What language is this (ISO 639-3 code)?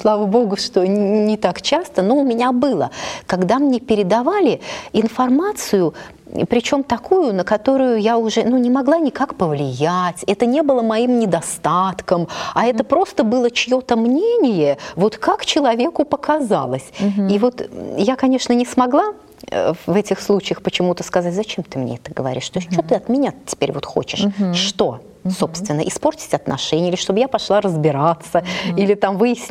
rus